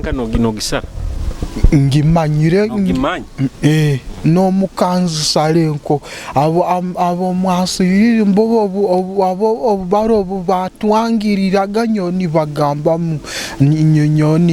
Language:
Nyoro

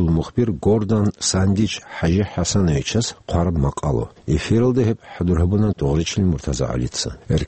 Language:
Avaric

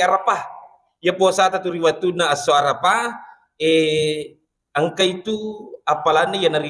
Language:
Buginese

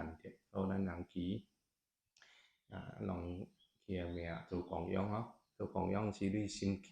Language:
Min Nan Chinese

